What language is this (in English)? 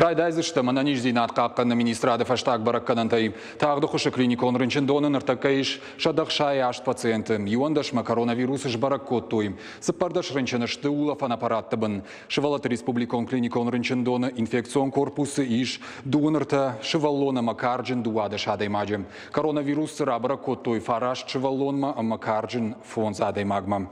Ossetic